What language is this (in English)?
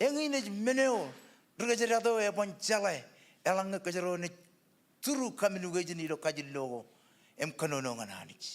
Marshallese